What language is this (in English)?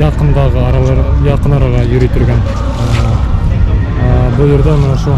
Bashkir